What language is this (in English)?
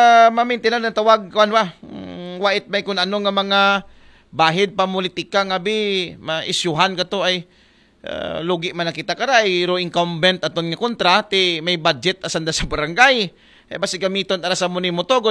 Aklanon